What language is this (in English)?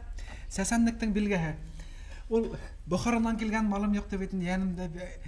Bashkir